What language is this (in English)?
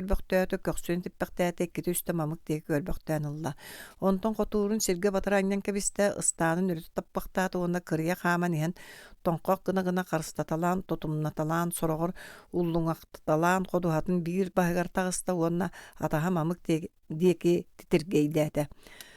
Yakut